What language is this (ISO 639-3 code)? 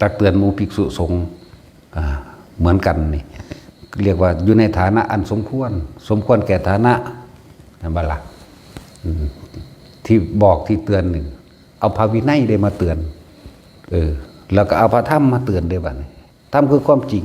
tts